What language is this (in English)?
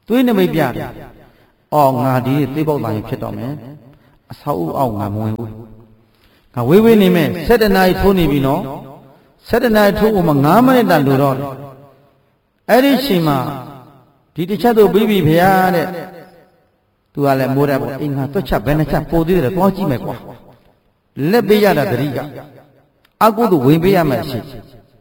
Burmese